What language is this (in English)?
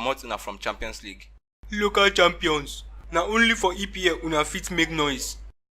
Nigerian Pidgin